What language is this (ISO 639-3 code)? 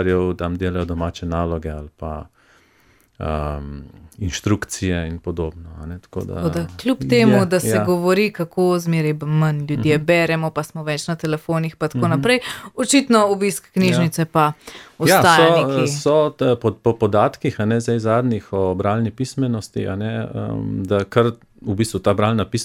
slv